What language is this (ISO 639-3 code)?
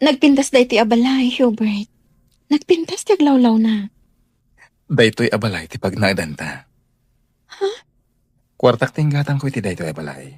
ilo